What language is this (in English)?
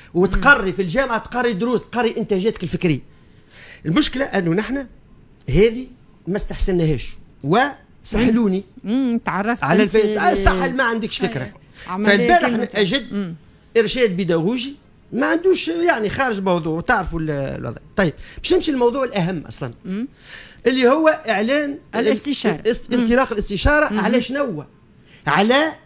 Tunisian Arabic